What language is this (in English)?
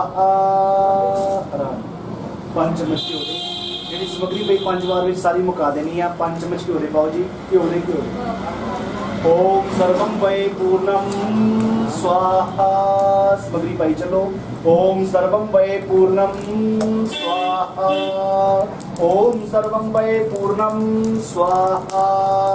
Hindi